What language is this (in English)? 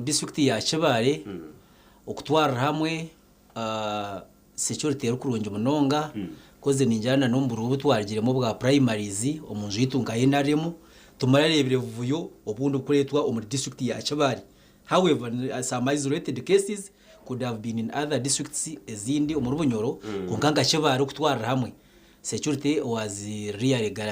Nyankole